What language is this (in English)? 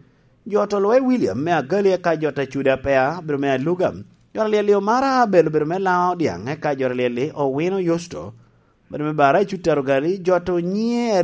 Lango (Uganda)